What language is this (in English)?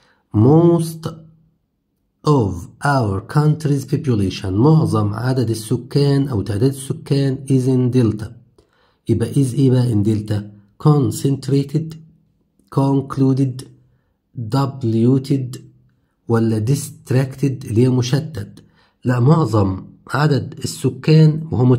Egyptian Arabic